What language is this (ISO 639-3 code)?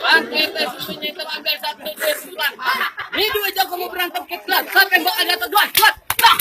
bew